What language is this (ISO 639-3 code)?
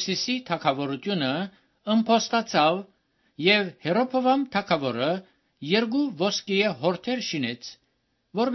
hye